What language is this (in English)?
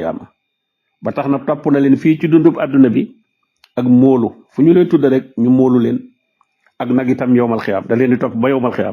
Wolof